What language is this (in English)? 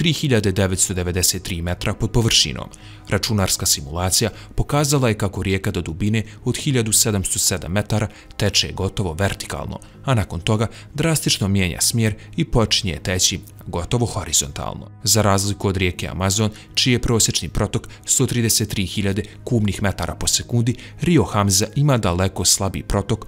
Bosnian